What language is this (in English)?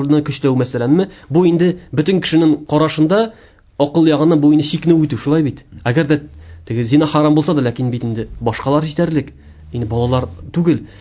Tatar